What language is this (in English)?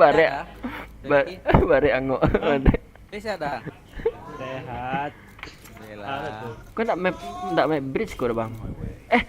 Minangkabau